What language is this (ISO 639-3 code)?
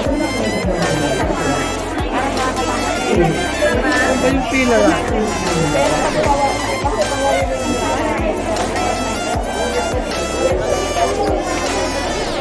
fil